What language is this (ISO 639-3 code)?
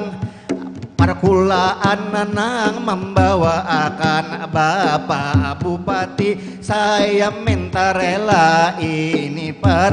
bjn